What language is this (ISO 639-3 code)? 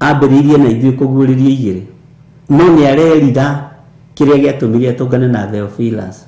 kik